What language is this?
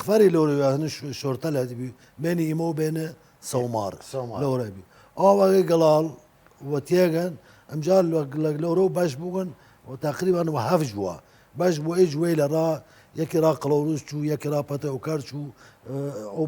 Southern Kurdish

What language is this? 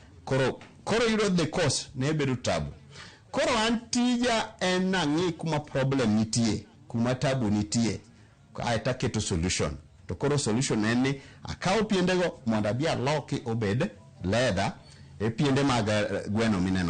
Luo (Kenya and Tanzania)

